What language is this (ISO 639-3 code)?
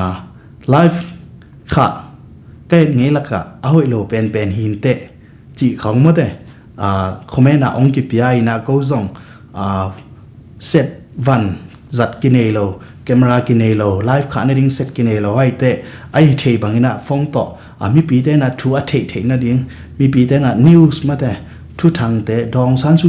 ctd